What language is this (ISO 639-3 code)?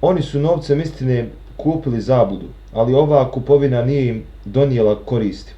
bos